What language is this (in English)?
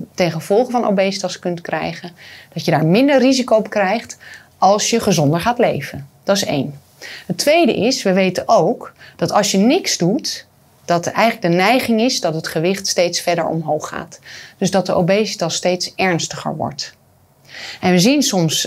Dutch